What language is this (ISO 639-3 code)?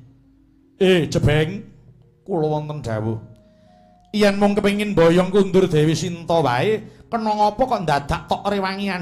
jav